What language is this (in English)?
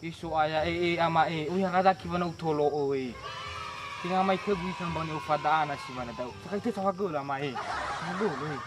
Nias